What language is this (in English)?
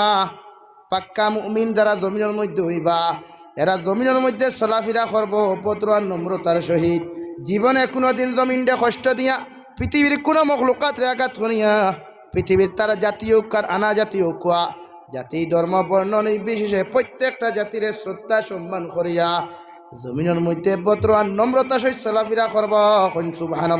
Sylheti